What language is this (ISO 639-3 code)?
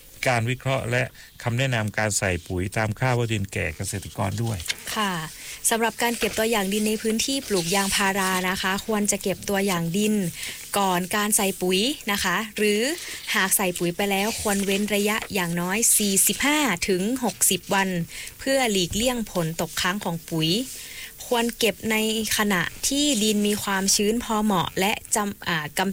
tha